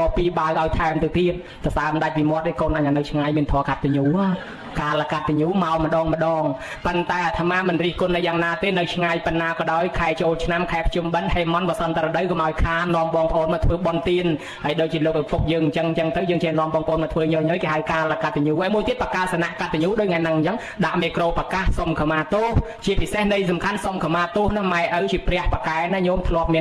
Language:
Khmer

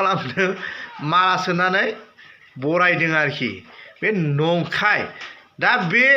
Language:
Bodo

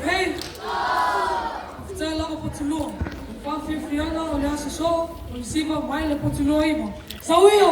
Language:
Samoan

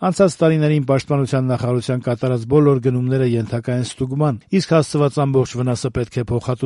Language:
Armenian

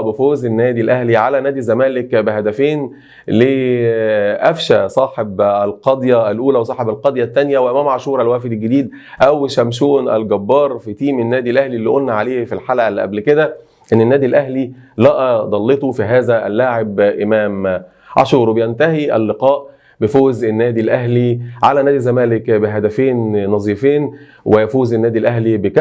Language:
Egyptian Arabic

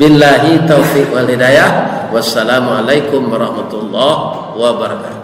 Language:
Minangkabau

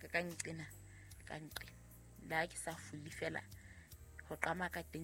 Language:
Southern Sotho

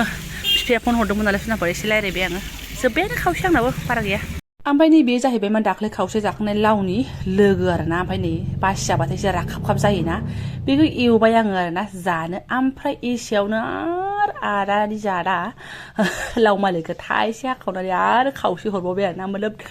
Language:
Bodo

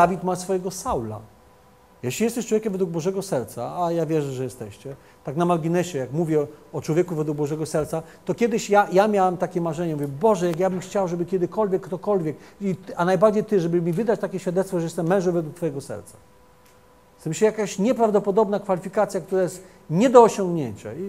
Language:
Polish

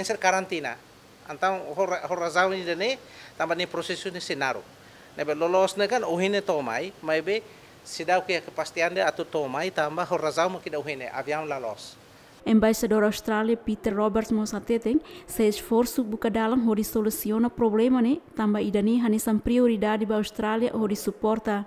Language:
Tetum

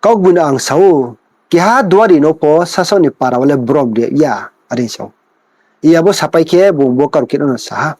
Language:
Riang (India)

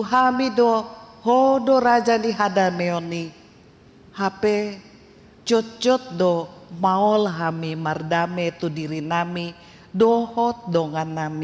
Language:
Batak Toba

